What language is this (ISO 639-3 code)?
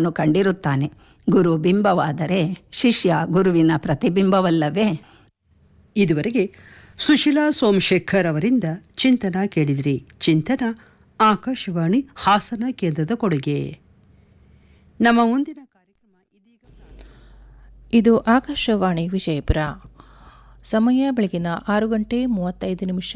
kan